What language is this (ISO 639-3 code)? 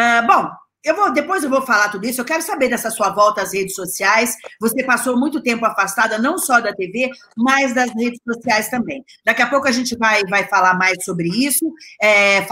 por